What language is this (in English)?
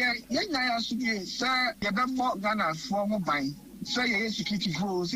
Akan